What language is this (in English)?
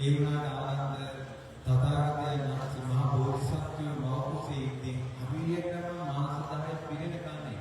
Sinhala